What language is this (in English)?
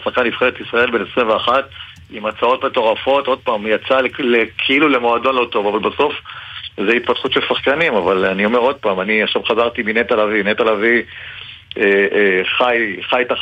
Hebrew